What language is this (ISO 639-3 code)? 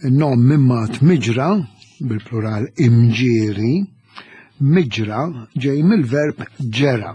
mlt